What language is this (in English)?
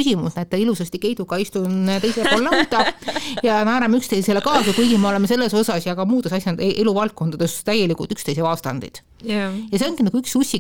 Estonian